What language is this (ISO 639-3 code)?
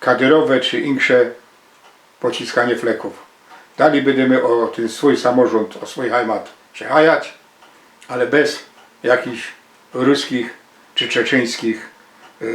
szl